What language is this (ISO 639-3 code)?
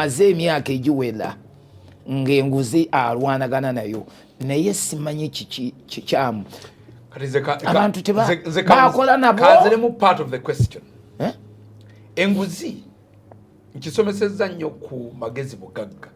lug